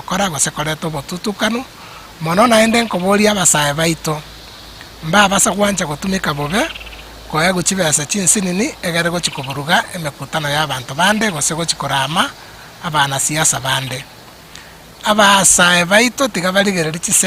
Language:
Gusii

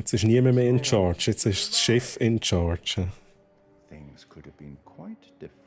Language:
Swiss German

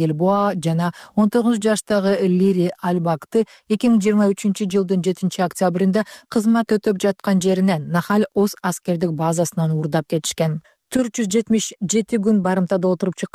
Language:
Kyrgyz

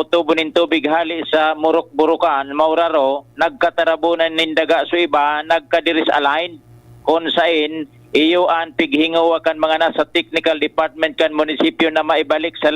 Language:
Bikol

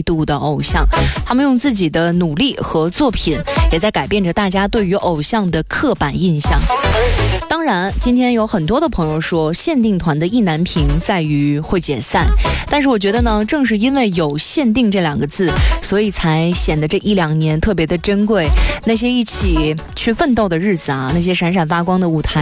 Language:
Chinese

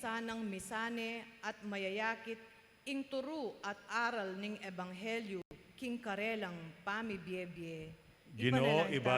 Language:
Pampanga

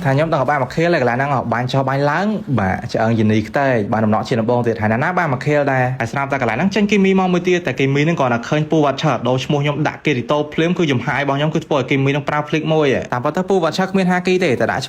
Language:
Khmer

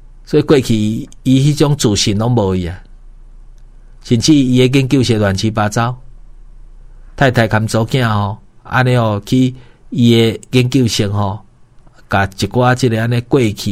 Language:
Min Nan Chinese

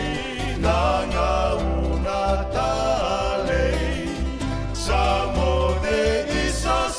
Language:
Fijian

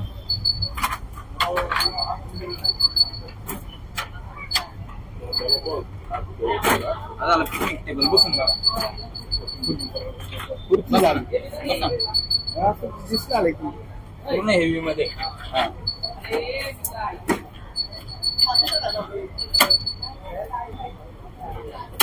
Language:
Marathi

